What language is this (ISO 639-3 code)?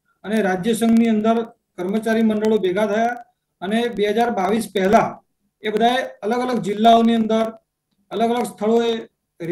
guj